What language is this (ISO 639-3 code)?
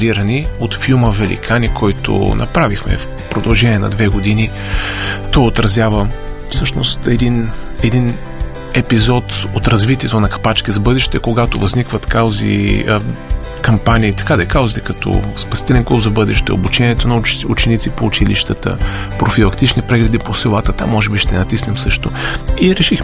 bul